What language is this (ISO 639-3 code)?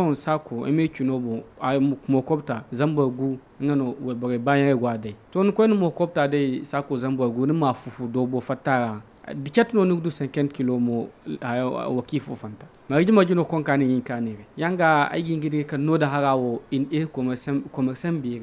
dje